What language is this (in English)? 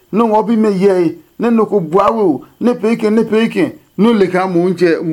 Adangme